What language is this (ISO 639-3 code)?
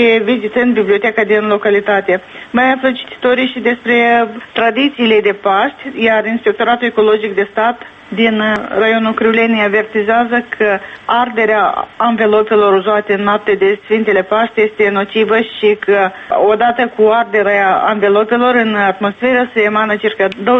ron